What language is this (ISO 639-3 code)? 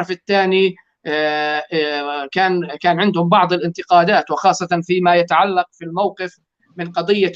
apc